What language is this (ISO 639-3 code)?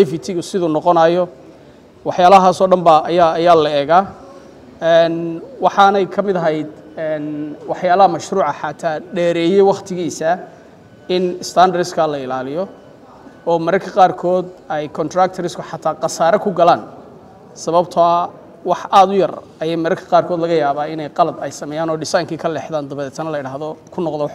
som